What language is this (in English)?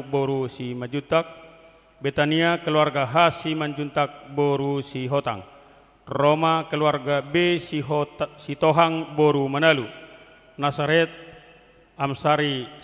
Batak Toba